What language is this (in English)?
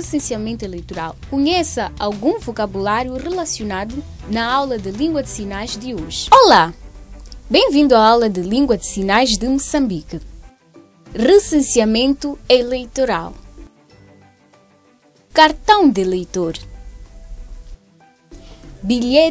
Portuguese